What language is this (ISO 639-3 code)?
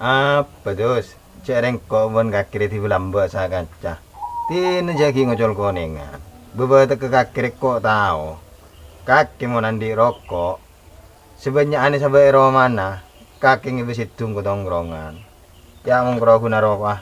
mad